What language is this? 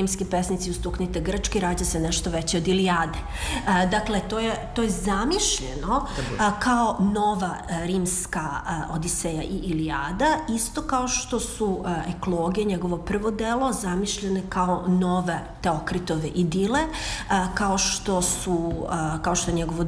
Serbian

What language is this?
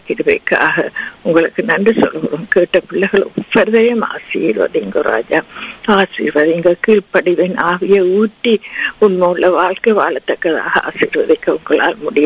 Tamil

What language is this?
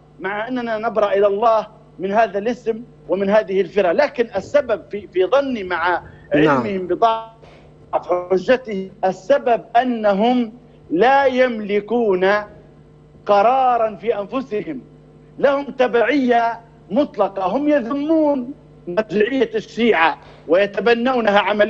Arabic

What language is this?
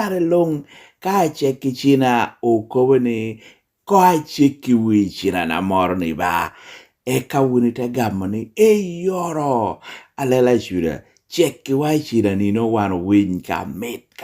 Lango (Uganda)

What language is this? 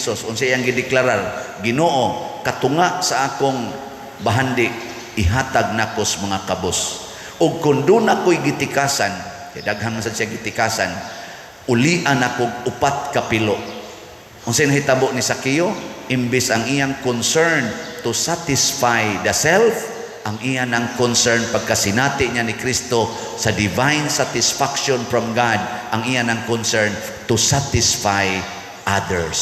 Cebuano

